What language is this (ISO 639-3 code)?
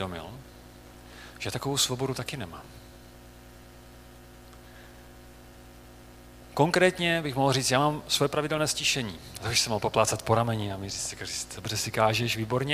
ces